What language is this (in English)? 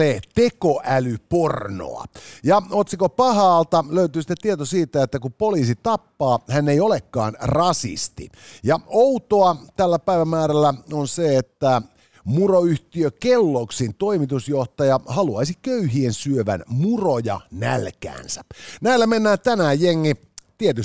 Finnish